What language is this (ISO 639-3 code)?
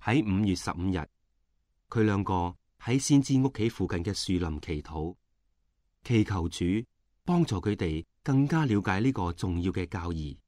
yue